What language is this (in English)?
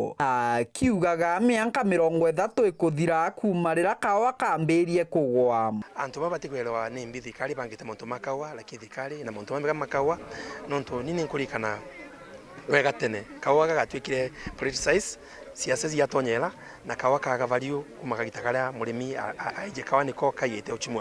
Meru